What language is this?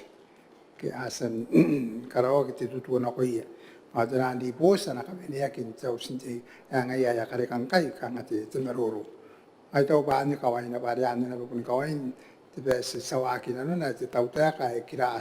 Gilbertese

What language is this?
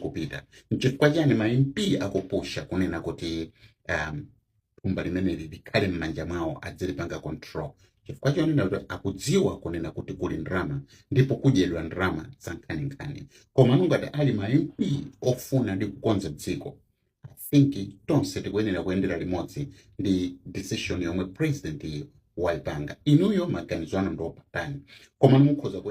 Nyanja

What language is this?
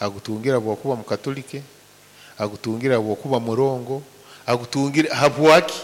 Nyoro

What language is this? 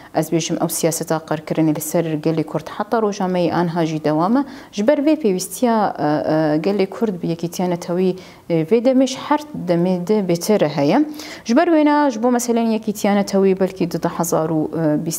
Kurdish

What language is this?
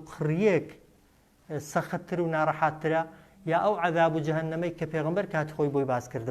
Central Kurdish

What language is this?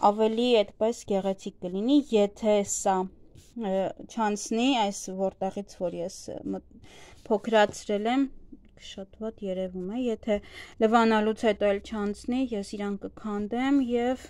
Armenian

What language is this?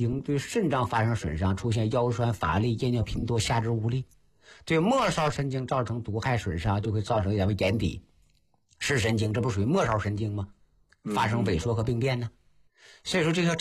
Chinese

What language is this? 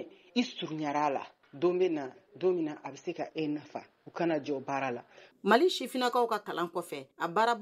Bambara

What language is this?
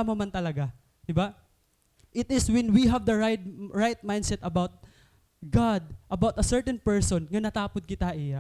Waray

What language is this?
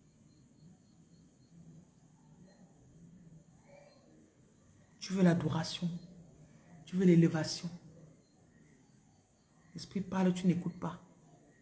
French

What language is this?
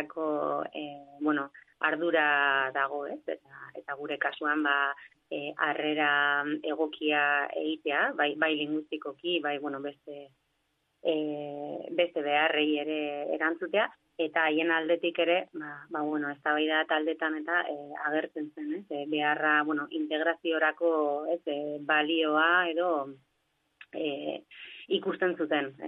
Basque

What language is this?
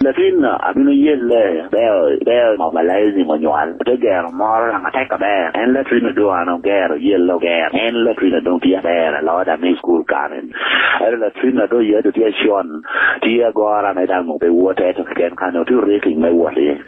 Lango (Uganda)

